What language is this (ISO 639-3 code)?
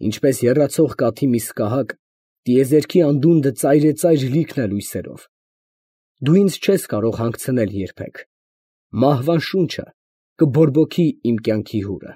hye